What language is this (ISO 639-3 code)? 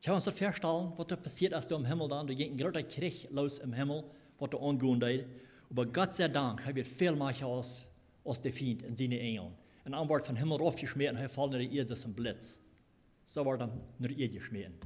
pdt